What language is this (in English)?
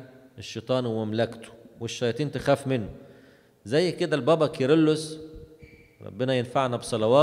Egyptian Arabic